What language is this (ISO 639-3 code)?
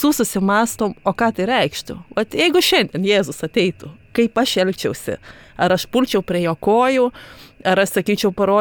lit